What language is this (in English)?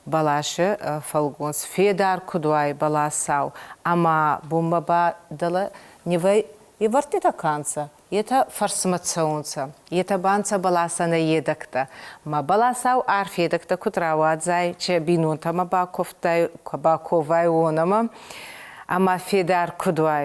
Ossetic